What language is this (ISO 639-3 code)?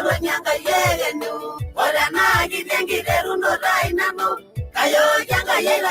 mas